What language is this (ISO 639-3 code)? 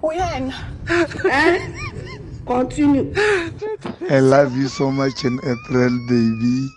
tso